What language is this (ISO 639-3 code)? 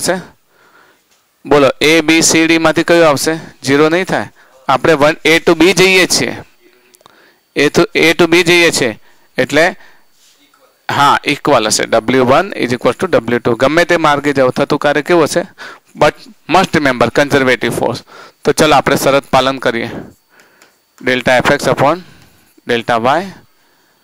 guj